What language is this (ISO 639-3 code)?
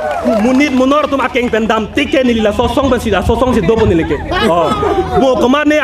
mjw